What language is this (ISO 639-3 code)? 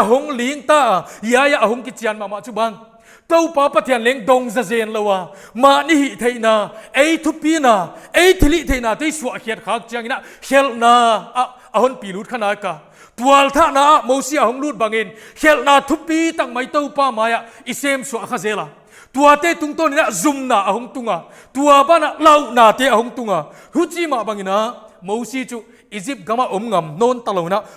pck